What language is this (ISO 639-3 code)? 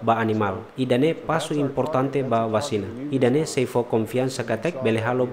tet